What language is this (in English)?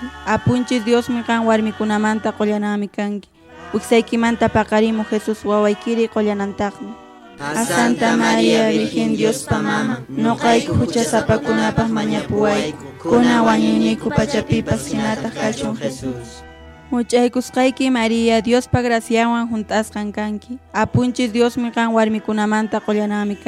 Quechua